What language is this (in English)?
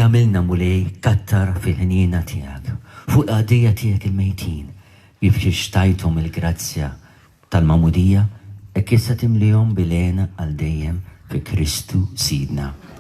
Maltese